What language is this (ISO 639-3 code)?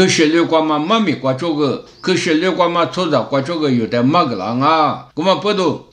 lis